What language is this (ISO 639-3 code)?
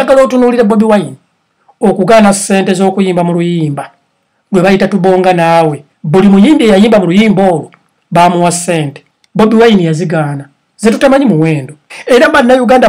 lug